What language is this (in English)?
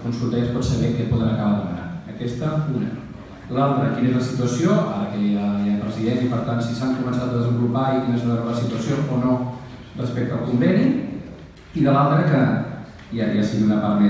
Catalan